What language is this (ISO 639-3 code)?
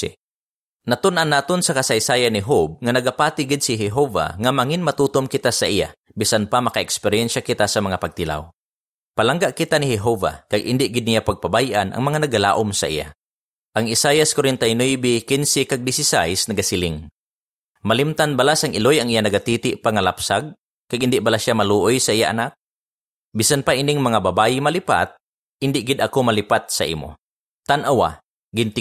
hil